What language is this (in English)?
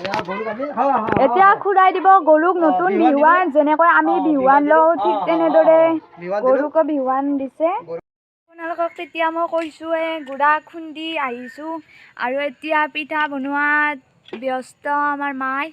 Assamese